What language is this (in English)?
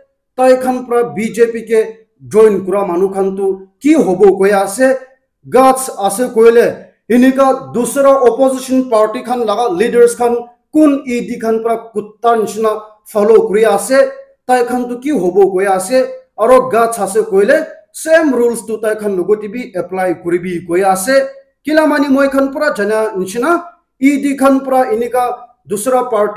Naga Pidgin